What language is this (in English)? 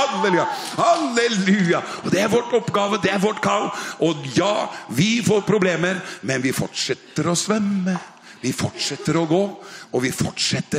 Norwegian